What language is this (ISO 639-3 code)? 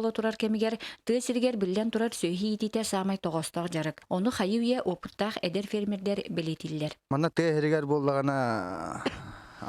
sah